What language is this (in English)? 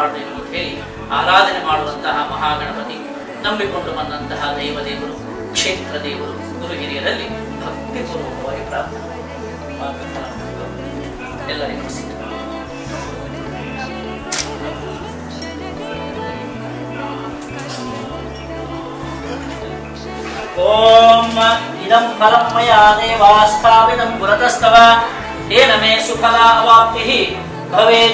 Kannada